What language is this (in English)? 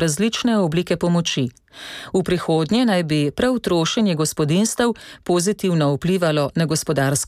Slovenian